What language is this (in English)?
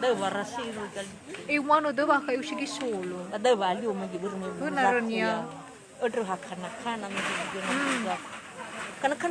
Nias